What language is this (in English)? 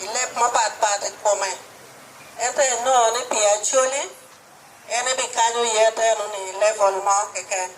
Acoli